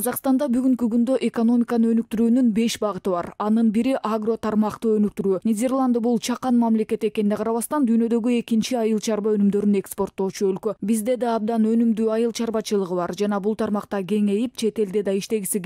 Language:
Kyrgyz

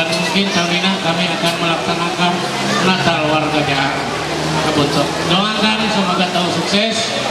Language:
Ma'anyan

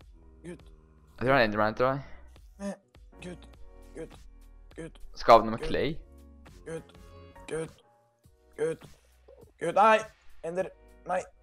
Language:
Norwegian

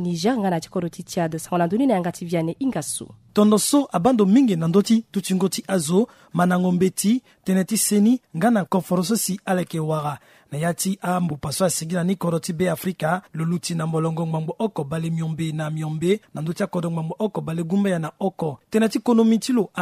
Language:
Sango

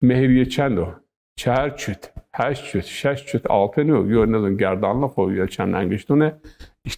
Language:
Zaza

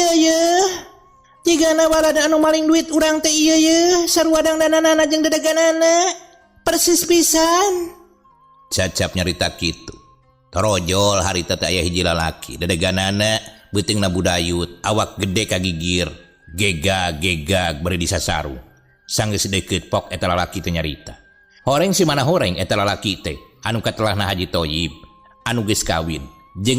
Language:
Sundanese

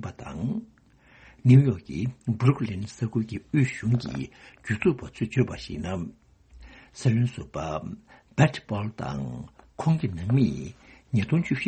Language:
Tibetan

